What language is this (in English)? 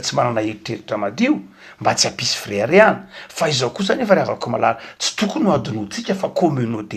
Malagasy